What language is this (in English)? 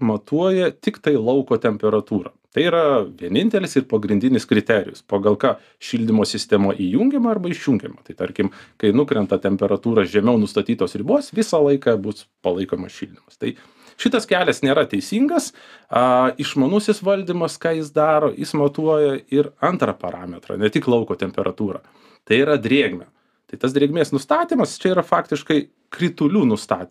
Lithuanian